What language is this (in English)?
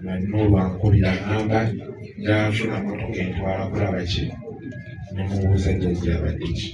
Ganda